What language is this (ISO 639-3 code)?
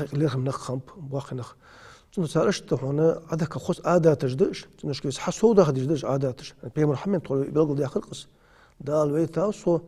inh